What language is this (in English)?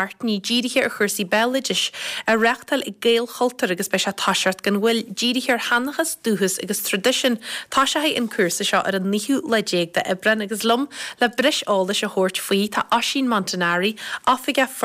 Irish